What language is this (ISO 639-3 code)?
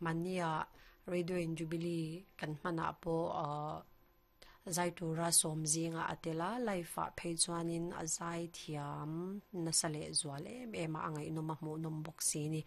lus